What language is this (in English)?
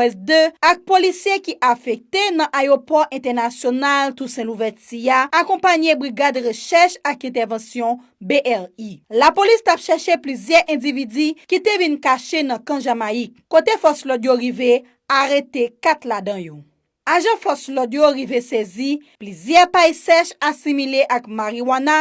Haitian Creole